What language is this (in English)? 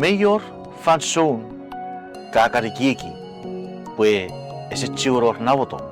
Chuukese